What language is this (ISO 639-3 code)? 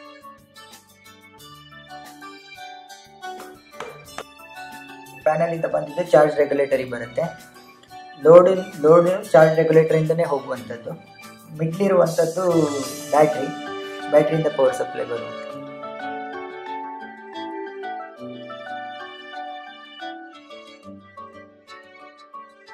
kan